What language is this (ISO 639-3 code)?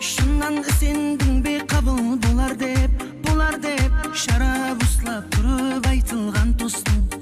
kaa